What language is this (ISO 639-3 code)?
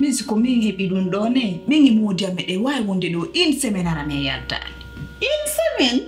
fuf